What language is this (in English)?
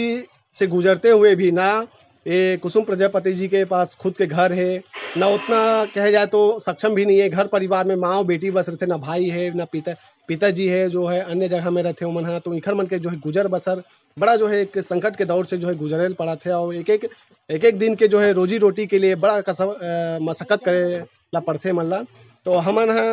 Chhattisgarhi